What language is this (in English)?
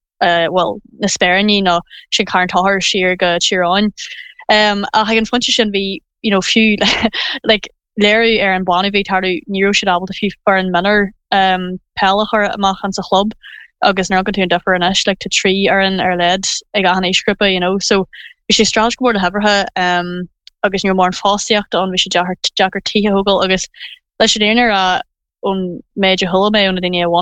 Irish